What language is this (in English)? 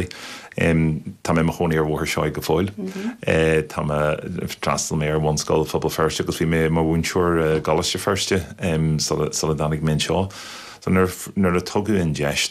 Irish